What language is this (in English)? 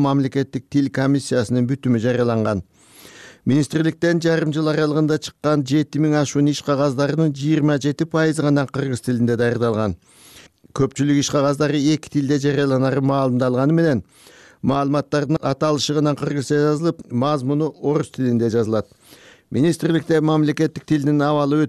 Kyrgyz